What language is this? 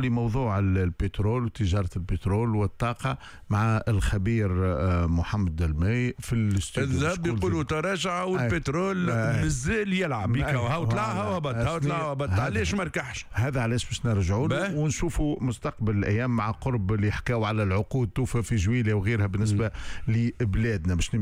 Tunisian Arabic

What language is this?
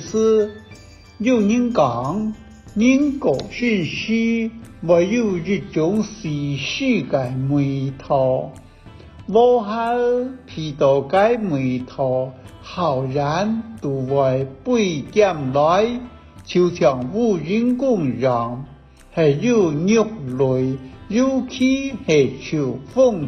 Hakka Chinese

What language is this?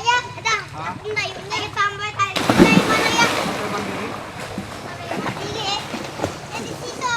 Banjar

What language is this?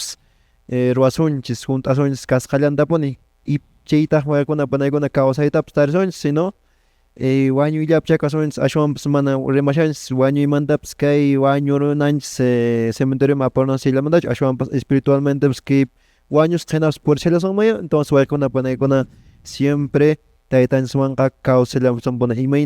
Quechua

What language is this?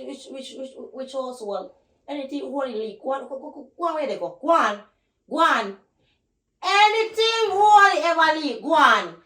Jamaican Creole English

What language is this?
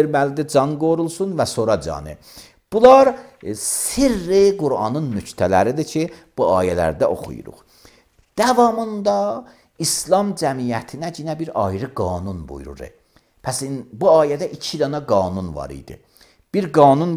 Azerbaijani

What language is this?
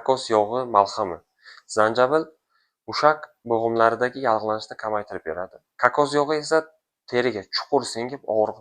Uzbek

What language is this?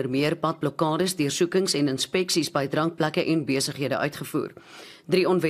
Afrikaans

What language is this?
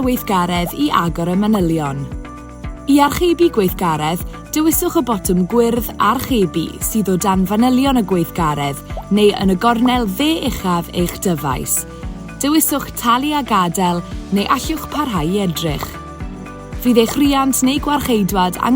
Welsh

